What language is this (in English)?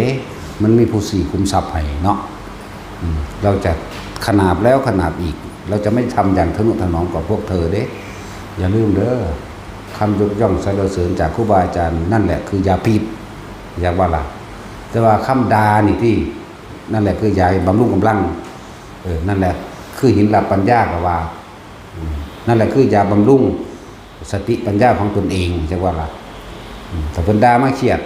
Northeastern Thai